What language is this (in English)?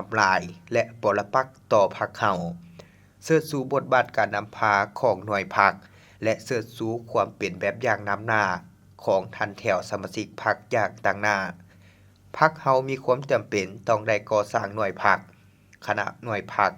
Lao